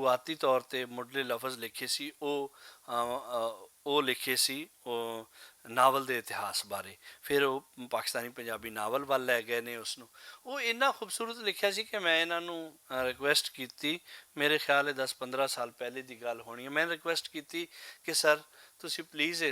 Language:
Western Panjabi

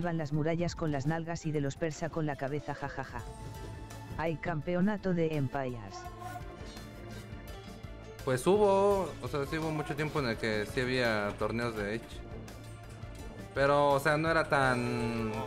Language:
Spanish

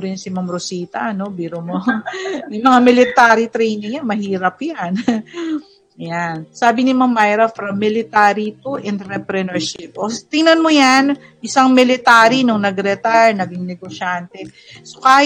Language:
Filipino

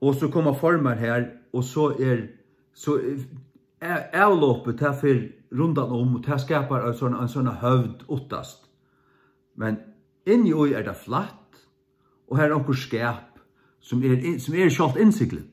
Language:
Faroese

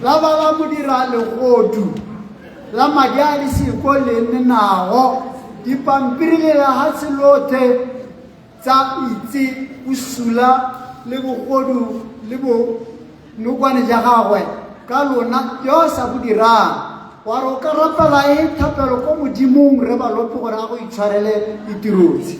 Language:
Tswana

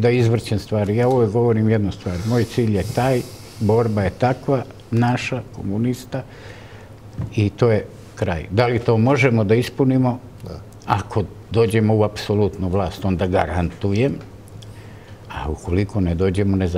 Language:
Serbian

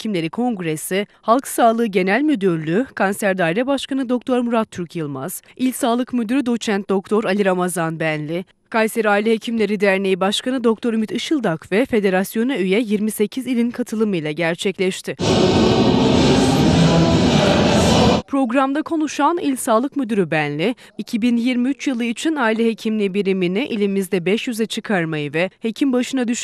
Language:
Turkish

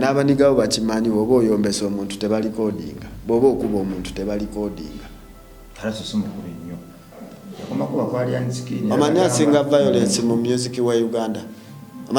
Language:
Ganda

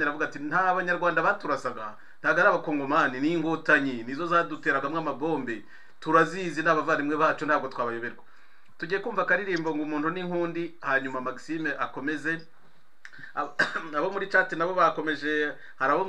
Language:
Kinyarwanda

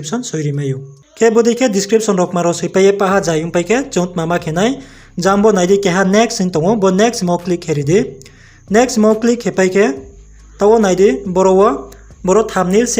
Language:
Riang (India)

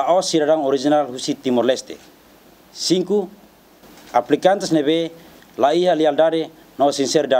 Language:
Tetum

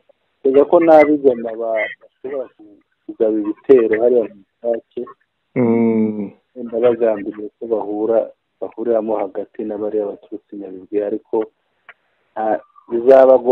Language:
Kinyarwanda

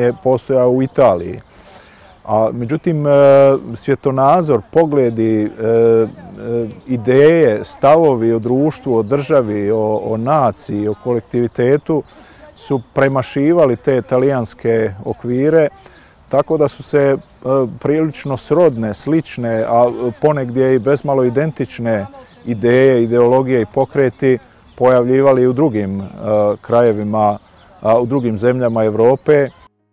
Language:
Bosnian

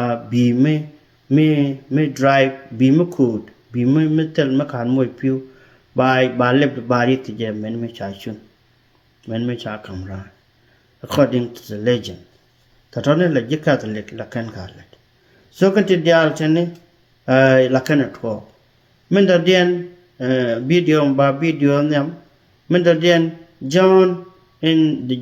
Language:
Nuer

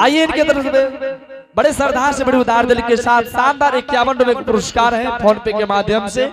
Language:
Angika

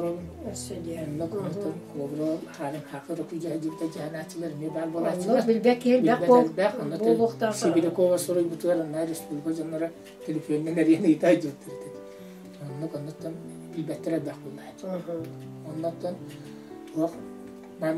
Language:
Yakut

